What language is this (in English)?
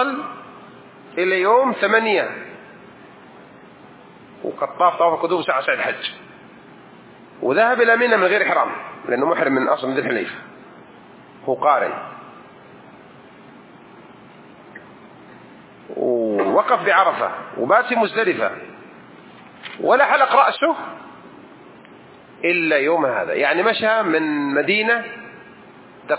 Arabic